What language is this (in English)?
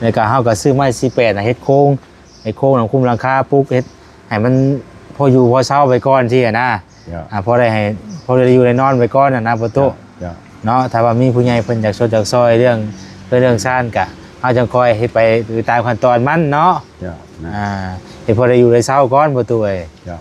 Lao